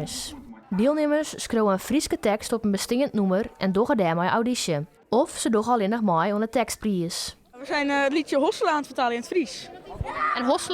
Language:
Western Frisian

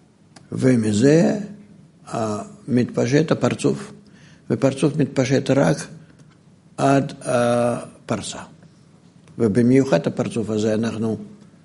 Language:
Hebrew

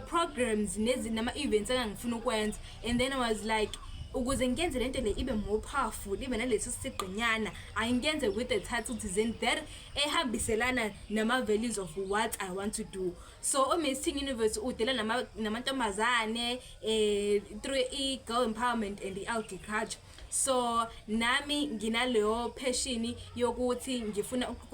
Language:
Zulu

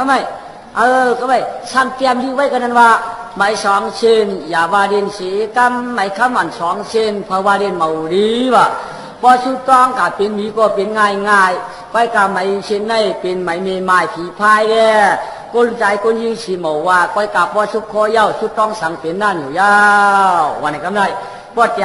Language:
Shan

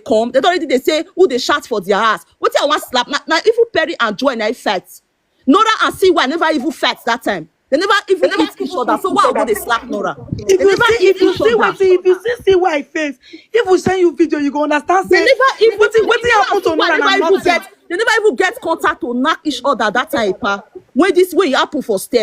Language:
Nigerian Pidgin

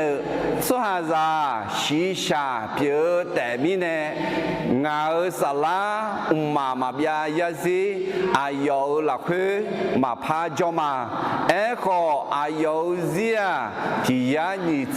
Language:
Akha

